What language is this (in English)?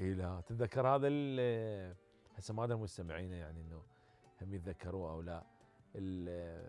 Mesopotamian Arabic